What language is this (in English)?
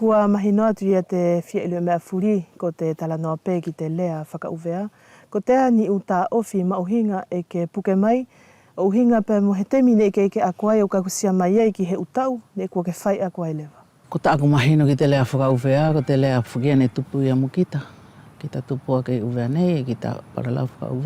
Wallisian